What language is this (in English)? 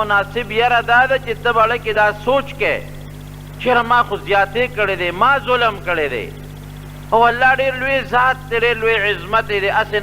Pashto